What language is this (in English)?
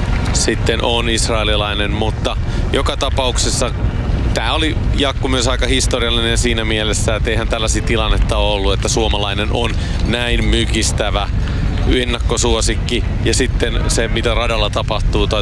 Finnish